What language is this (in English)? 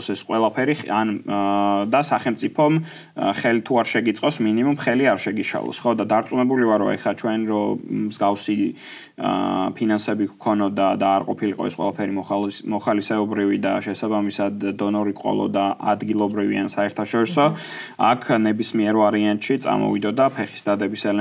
Georgian